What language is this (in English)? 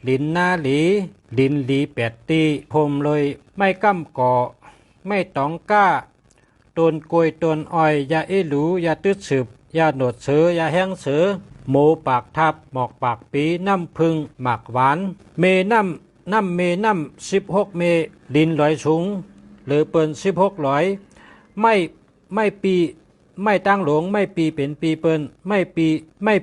Shan